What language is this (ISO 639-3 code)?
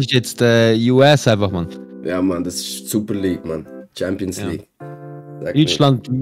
gsw